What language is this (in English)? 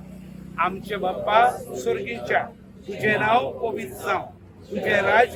Konkani